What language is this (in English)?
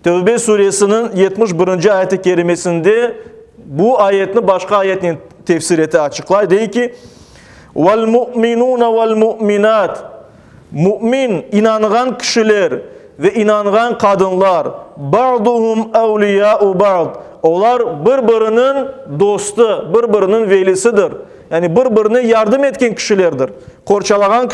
Crimean Tatar